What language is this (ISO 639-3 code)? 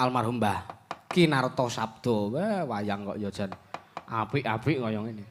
jav